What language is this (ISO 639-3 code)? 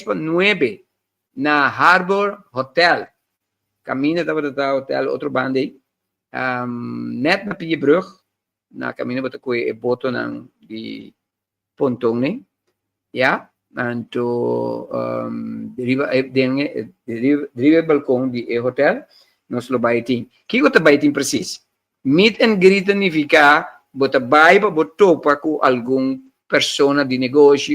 pap